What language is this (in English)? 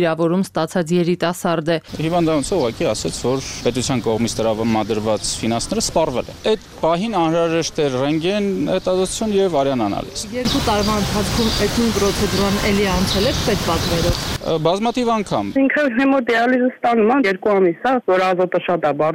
Armenian